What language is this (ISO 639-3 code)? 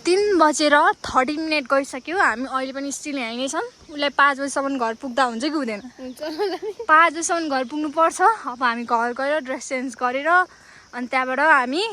nep